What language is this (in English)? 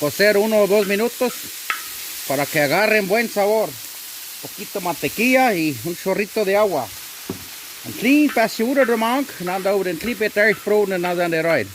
Plautdietsch